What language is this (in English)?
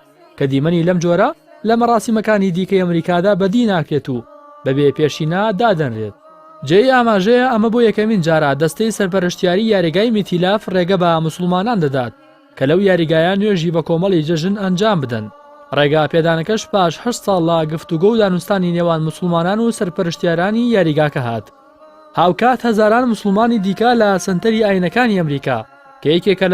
Central Kurdish